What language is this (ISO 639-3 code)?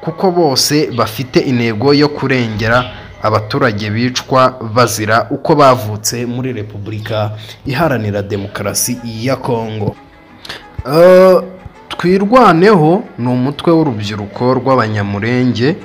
kin